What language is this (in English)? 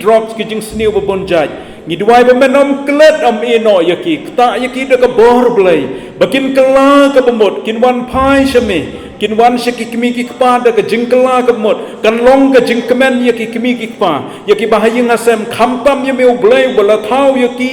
Khasi